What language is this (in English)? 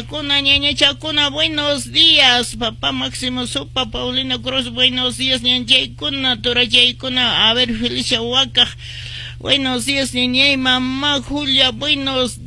Quechua